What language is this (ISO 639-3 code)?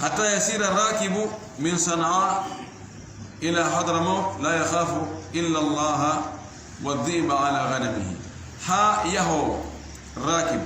ful